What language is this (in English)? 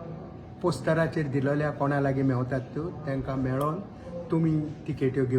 Konkani